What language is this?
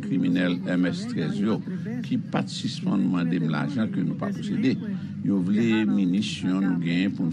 Haitian Creole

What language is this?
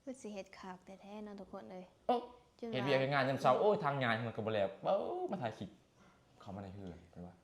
Northeastern Thai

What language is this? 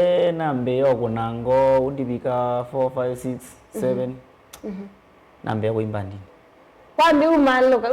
Kamba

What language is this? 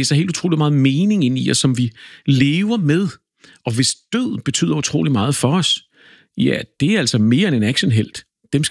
Danish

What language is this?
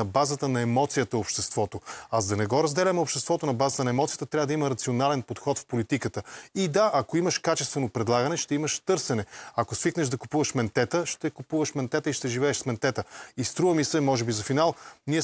Bulgarian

